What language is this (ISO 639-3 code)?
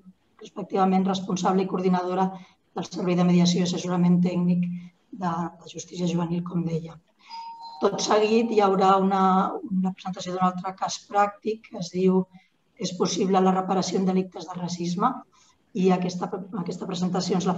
cat